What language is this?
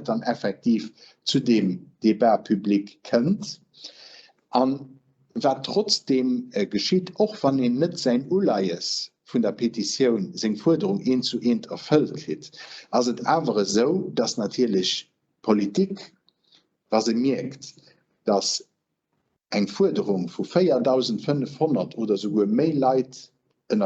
Luxembourgish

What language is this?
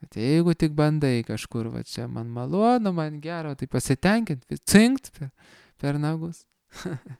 Lithuanian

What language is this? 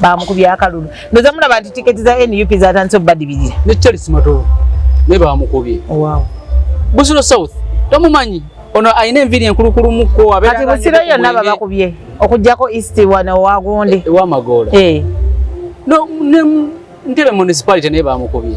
Ganda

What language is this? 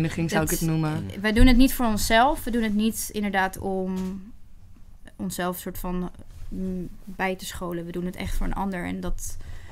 Dutch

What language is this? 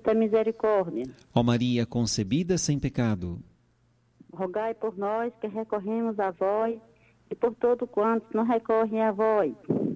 Portuguese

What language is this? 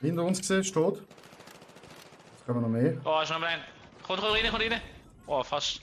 Swiss German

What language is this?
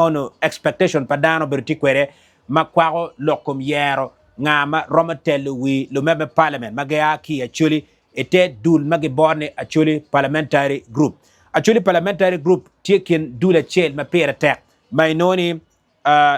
Acoli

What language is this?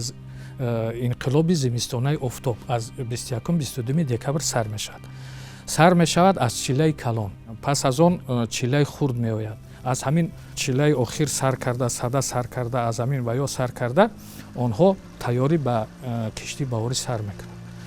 Tajik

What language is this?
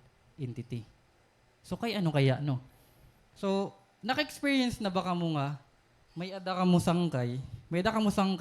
Waray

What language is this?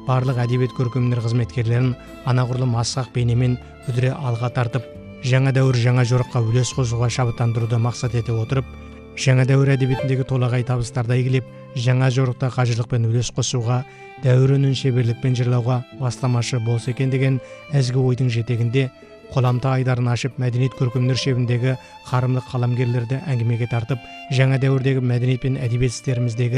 Kazakh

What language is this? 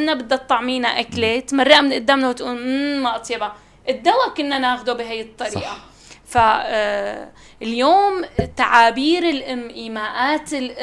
North Levantine Arabic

